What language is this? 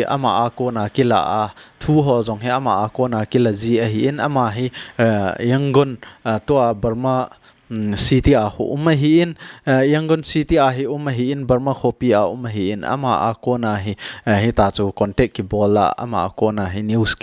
Thado Chin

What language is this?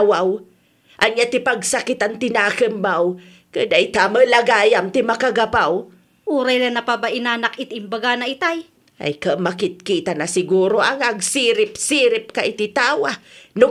Iloko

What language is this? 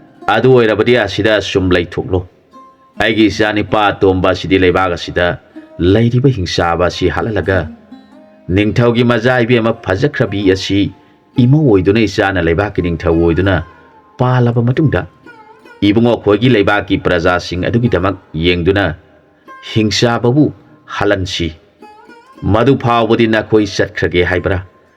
Manipuri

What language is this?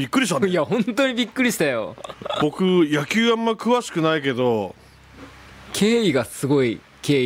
Japanese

